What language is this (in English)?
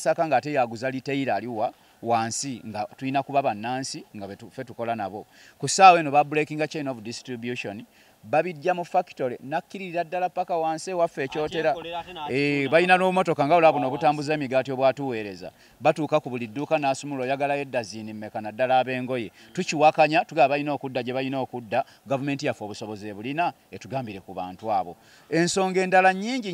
Ganda